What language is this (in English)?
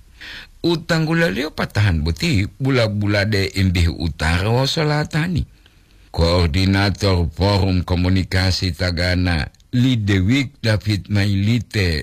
Gorontalo